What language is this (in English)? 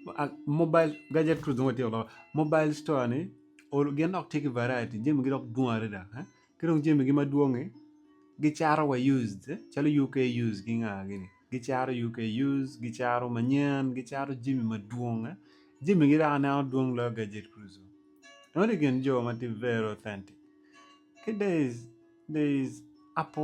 Acoli